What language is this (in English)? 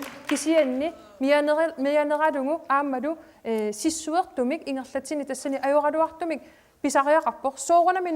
Kalaallisut